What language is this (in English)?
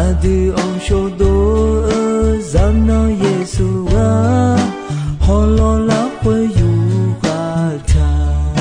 Akha